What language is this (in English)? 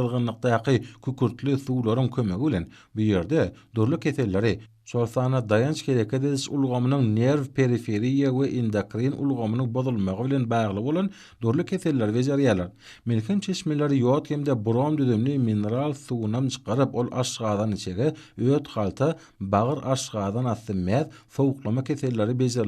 Turkmen